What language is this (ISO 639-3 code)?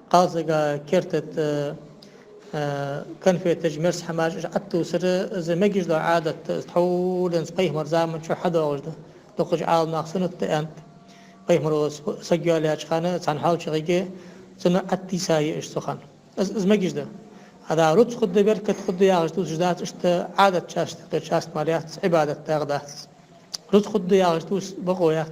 inh